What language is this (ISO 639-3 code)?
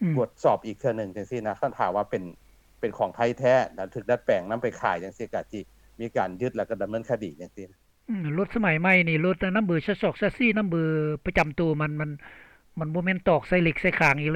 lao